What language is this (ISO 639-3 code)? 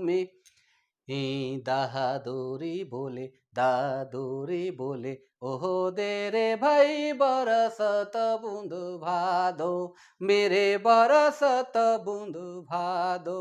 sck